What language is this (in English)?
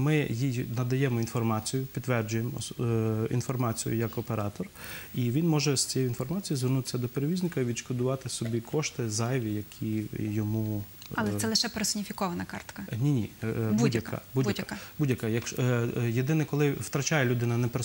Ukrainian